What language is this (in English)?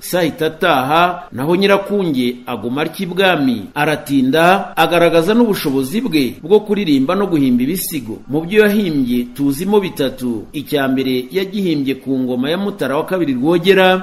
Kinyarwanda